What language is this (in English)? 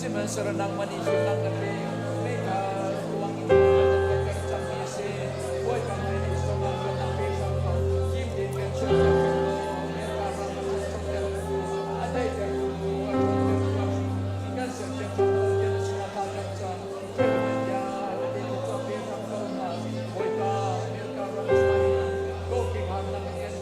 Hakha Chin